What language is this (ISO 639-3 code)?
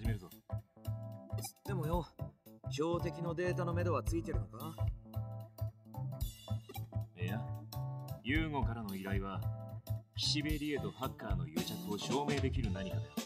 jpn